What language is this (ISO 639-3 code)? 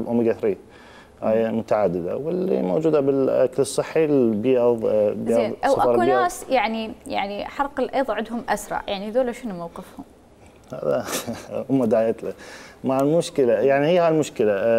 acm